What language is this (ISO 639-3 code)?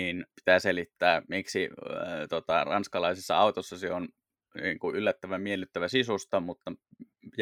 fin